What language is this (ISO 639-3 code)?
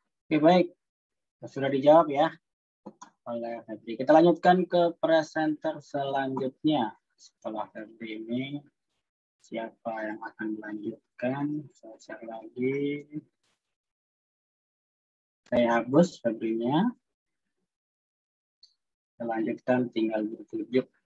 ind